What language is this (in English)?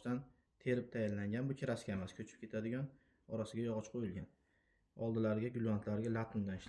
Uzbek